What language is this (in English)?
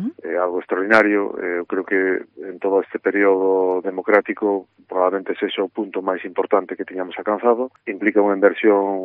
Galician